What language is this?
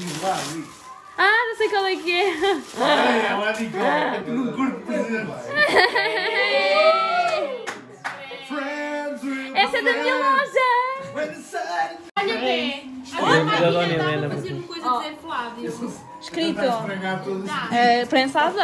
Portuguese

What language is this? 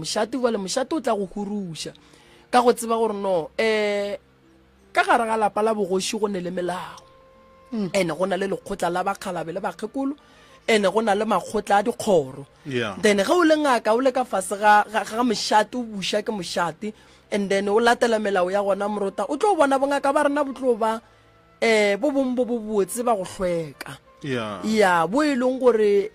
Northern Sotho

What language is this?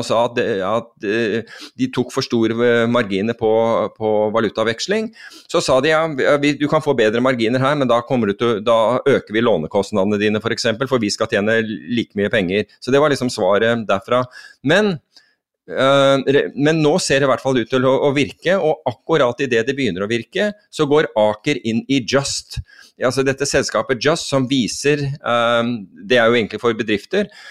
Norwegian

